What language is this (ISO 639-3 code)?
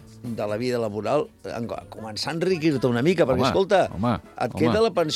cat